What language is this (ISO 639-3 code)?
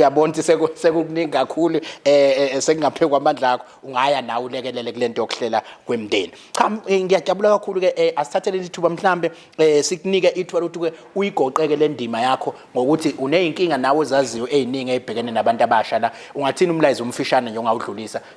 zul